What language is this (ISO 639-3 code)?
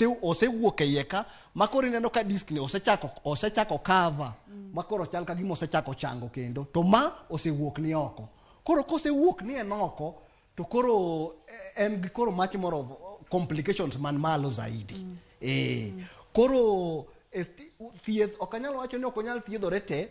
luo